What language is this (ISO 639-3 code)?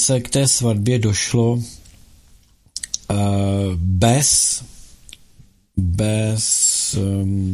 ces